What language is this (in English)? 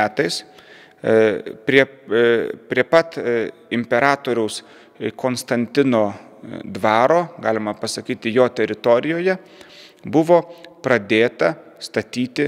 Lithuanian